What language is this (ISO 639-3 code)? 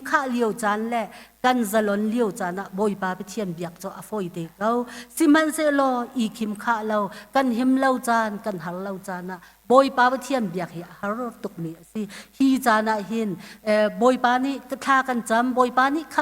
cnh